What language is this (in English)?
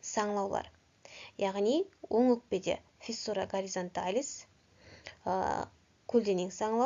Kazakh